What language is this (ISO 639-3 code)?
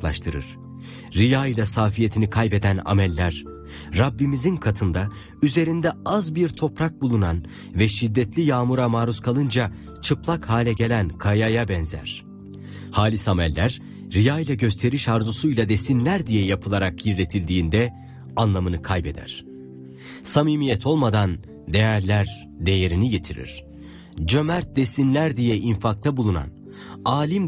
tur